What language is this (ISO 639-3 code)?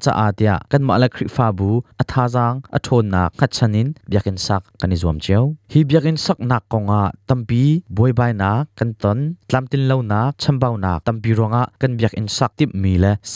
cnh